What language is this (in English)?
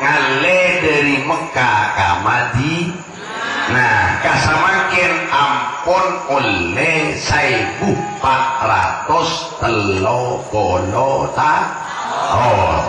Madurese